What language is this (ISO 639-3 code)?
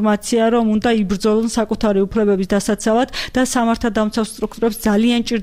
kat